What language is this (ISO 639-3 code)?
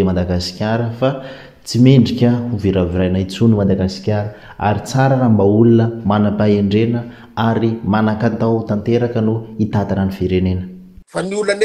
mlg